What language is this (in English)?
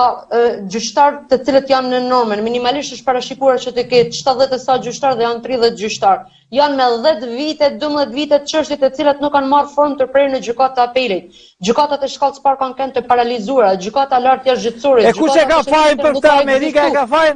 Albanian